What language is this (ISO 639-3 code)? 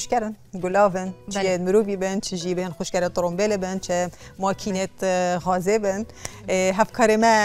kur